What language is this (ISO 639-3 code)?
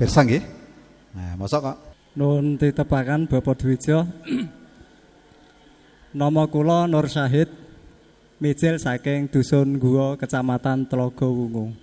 jav